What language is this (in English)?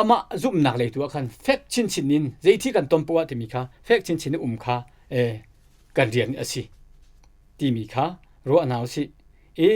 Hakha Chin